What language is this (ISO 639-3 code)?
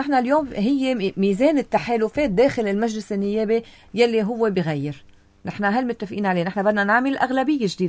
apc